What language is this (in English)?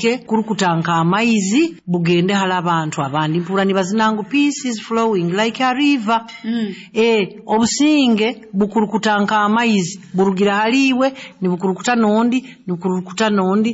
Nyoro